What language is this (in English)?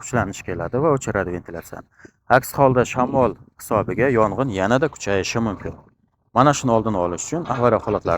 Uzbek